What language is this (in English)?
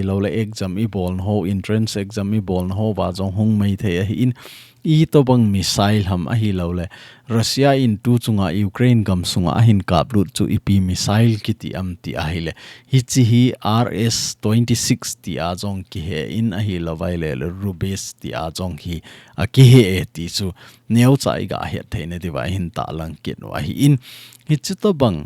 Thado Chin